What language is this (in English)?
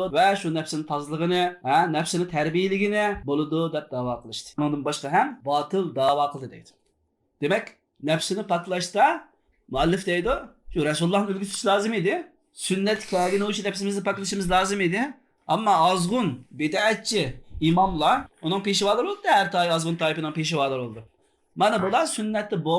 Uyghur